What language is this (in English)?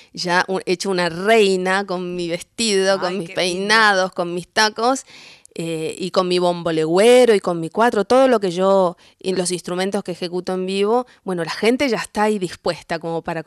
Spanish